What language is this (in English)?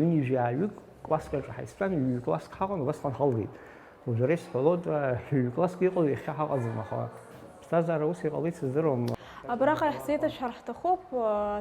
Abkhazian